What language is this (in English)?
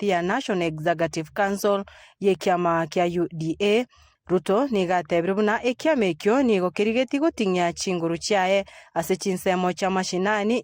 Gusii